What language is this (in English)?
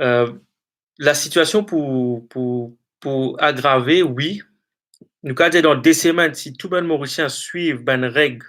Morisyen